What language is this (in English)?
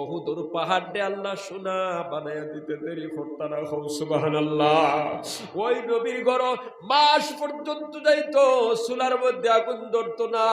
Sylheti